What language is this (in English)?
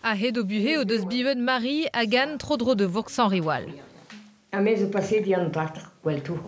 Breton